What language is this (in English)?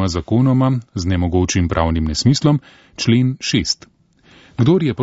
Slovenian